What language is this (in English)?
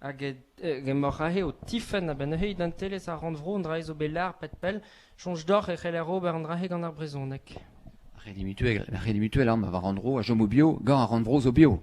Breton